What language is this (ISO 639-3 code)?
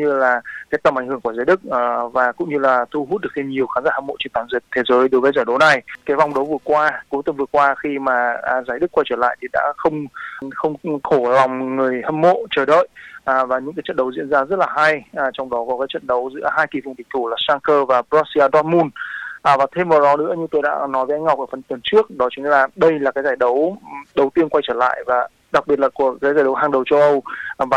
vie